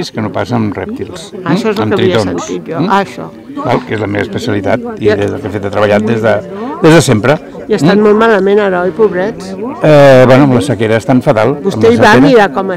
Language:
Catalan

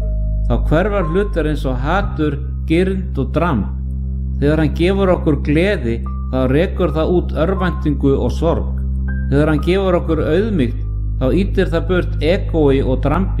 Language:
Icelandic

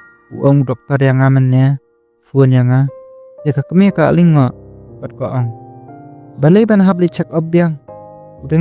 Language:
Khasi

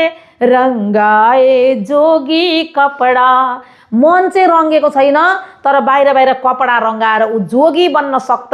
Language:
Nepali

